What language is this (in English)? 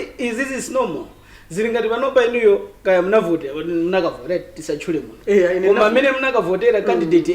Nyanja